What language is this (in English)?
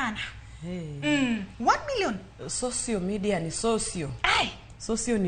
Luo (Kenya and Tanzania)